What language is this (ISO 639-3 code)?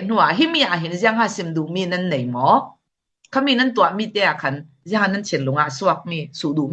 cfm